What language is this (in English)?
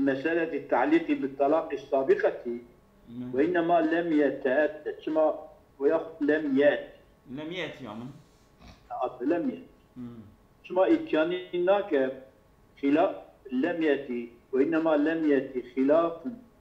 Kurdish